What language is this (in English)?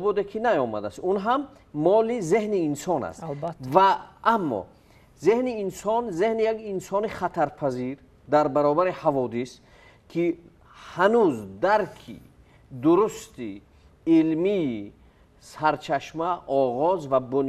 Tajik